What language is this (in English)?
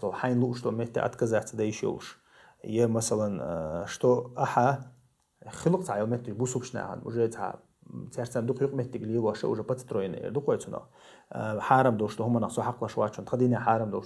Chechen